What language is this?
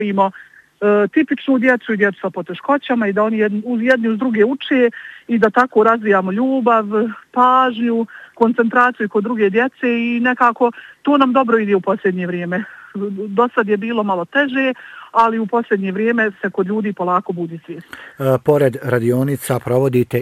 Bosnian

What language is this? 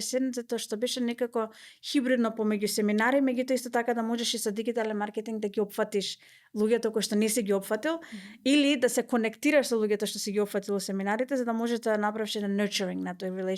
Macedonian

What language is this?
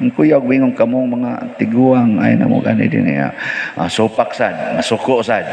Cebuano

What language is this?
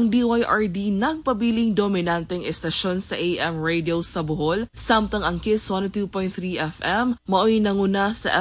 Cebuano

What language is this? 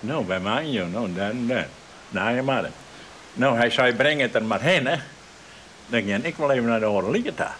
Western Frisian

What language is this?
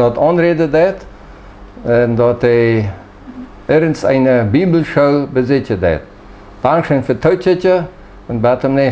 Plautdietsch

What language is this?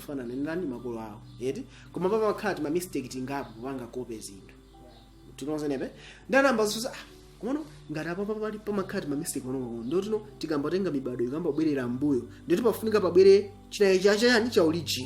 Nyanja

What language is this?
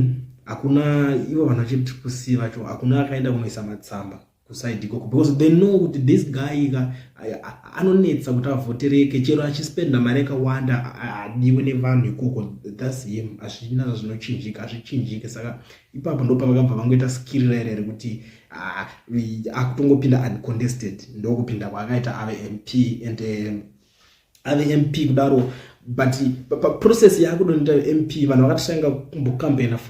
Shona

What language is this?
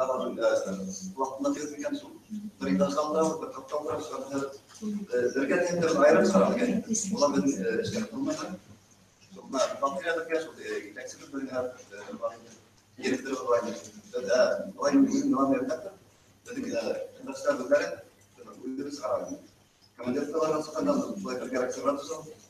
Bashkir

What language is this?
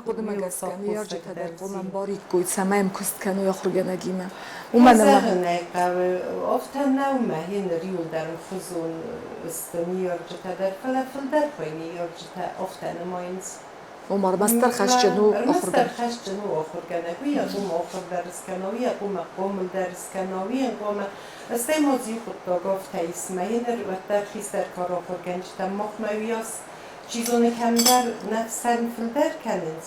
Ossetic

